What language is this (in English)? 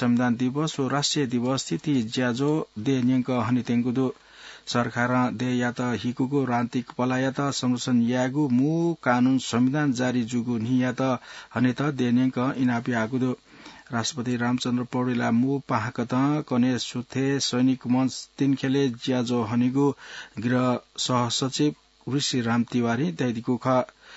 Newari